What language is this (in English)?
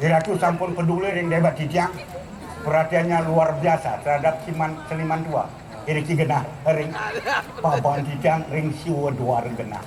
Balinese